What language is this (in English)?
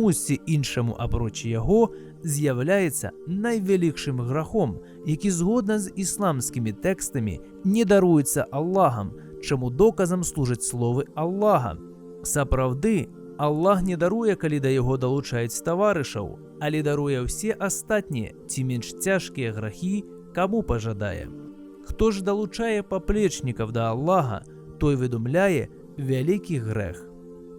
Belarusian